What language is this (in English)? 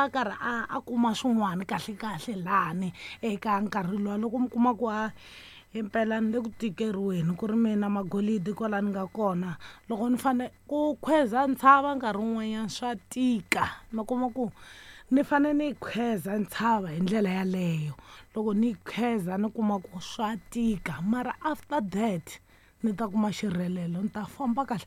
Tsonga